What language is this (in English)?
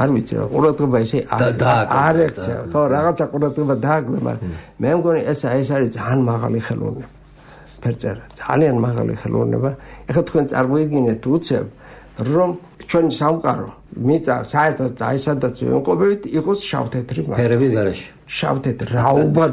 Georgian